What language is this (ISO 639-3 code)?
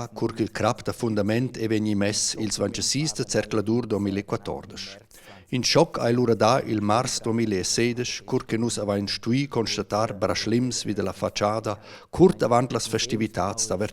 roh